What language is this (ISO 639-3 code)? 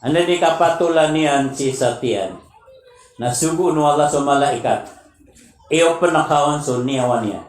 mrw